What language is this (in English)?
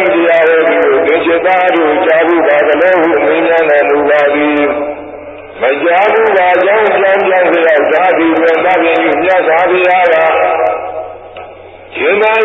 Burmese